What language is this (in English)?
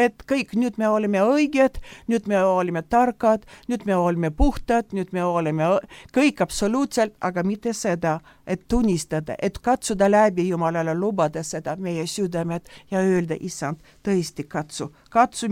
Estonian